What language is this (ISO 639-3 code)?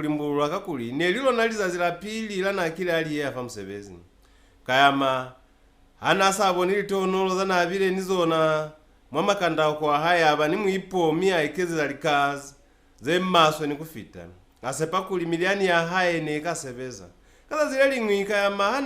loz